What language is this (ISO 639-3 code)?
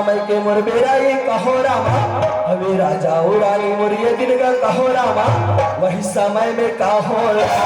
hne